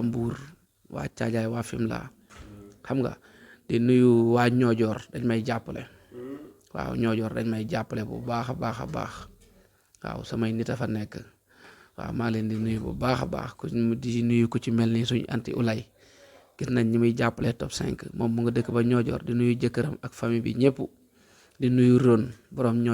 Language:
Wolof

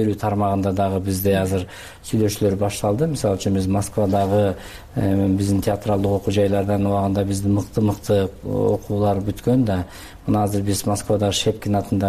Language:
Kyrgyz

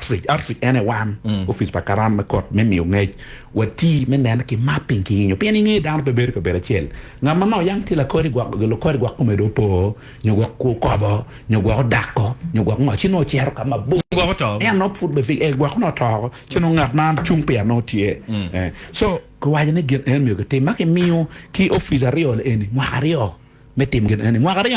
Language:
Acoli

